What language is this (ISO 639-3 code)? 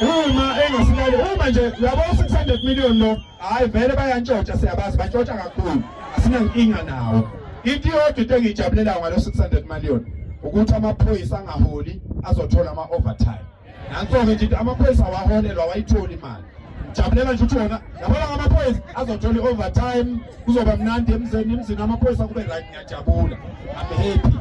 zul